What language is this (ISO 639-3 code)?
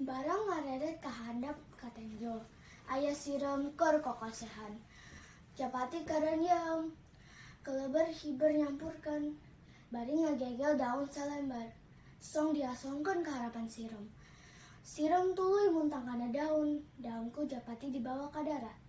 sun